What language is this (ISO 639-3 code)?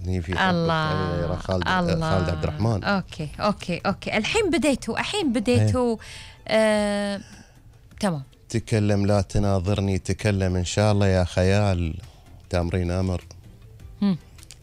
afb